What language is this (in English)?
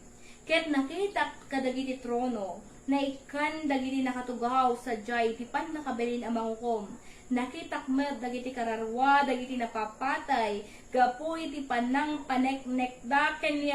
Iloko